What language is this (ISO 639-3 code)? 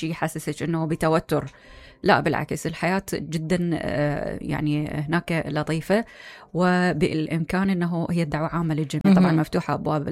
acm